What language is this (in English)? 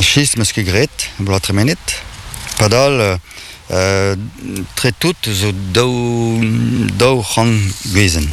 Breton